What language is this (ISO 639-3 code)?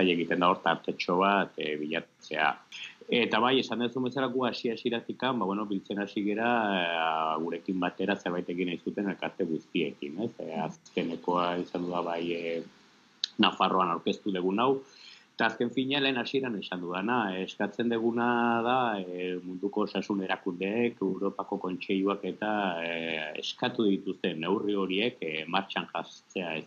eus